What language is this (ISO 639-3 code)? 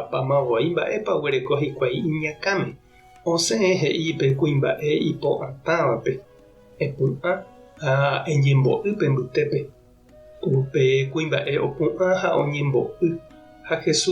grn